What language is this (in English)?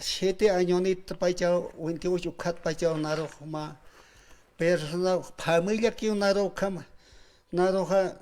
Aymara